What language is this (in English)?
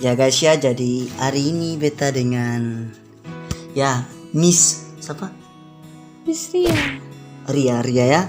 Ambonese Malay